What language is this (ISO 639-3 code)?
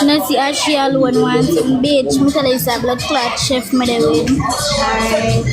jam